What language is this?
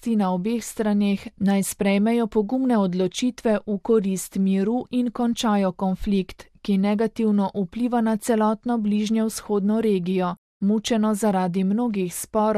Slovenian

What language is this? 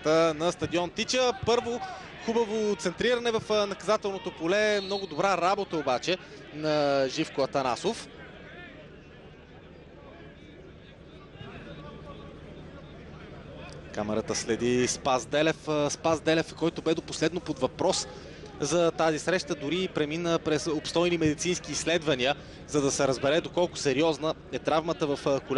Bulgarian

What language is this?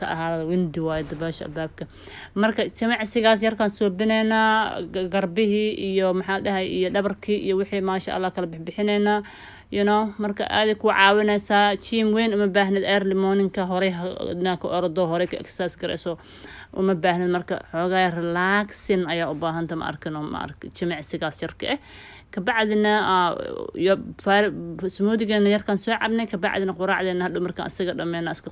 Somali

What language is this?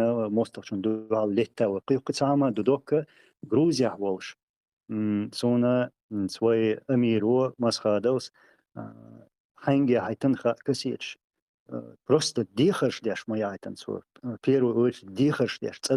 Chechen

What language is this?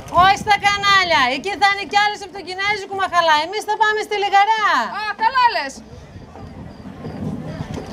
Greek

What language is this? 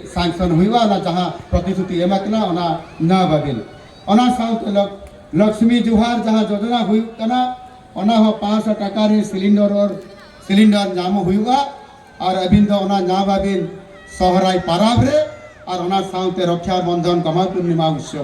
Santali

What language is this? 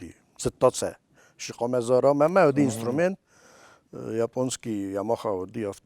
Ossetic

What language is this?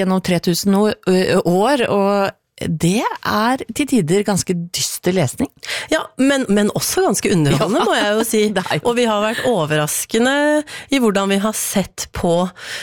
Norwegian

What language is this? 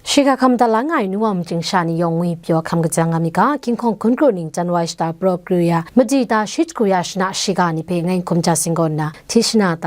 Kachin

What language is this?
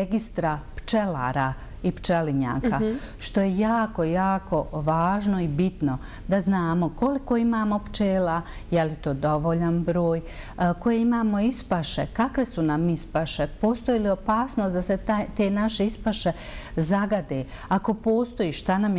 Bosnian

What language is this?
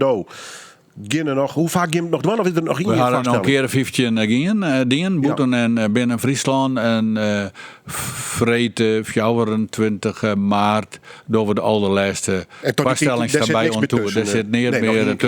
Western Frisian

